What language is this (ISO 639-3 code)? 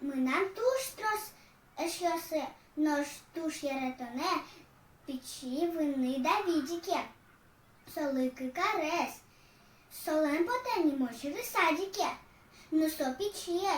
udm